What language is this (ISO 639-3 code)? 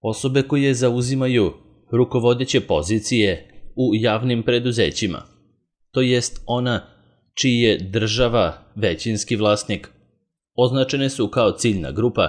srp